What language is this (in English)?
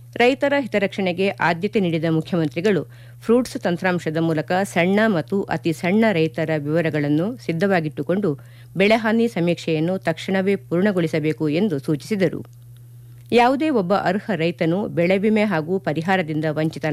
Kannada